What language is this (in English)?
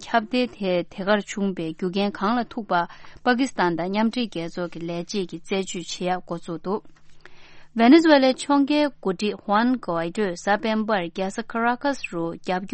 Tibetan